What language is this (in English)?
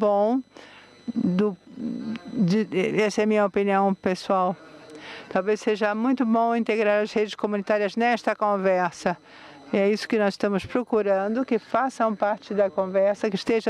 Portuguese